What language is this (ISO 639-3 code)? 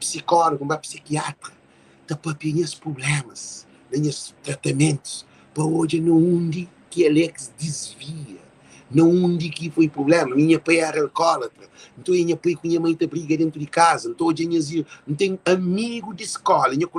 kea